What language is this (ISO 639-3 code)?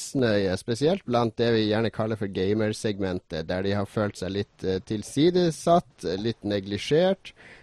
nor